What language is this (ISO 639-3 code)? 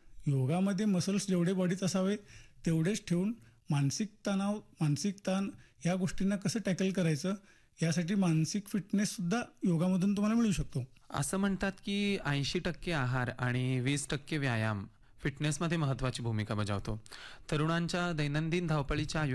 mar